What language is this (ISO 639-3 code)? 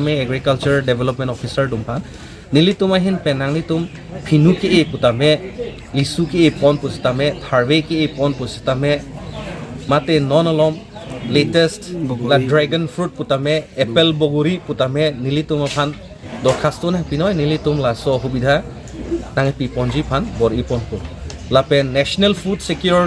mjw